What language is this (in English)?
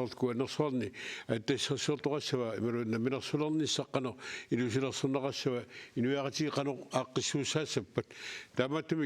Kalaallisut